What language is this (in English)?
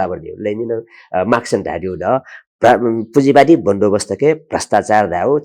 Newari